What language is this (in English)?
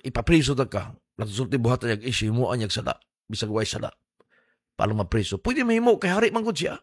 Cebuano